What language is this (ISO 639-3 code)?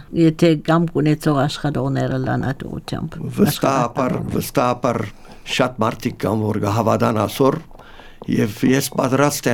hye